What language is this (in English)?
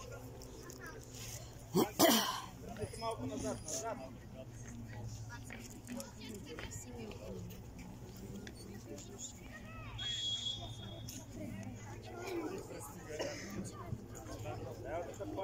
Bulgarian